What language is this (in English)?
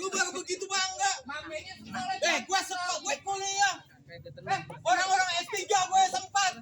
Betawi